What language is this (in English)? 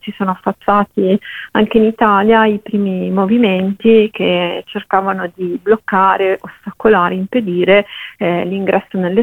Italian